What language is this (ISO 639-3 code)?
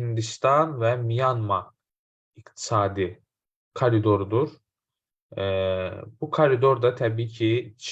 aze